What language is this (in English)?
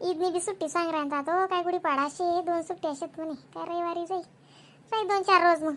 Khandesi